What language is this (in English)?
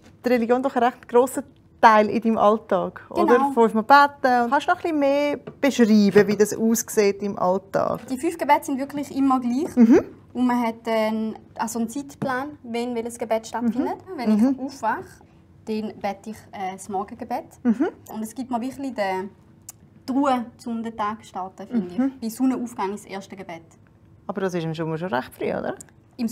Swiss German